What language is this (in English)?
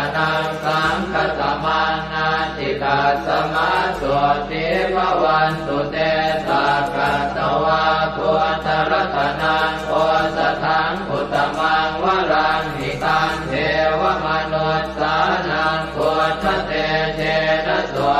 Pali